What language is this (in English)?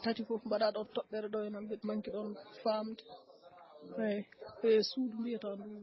Fula